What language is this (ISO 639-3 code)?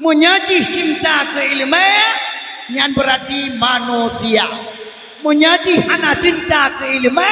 ace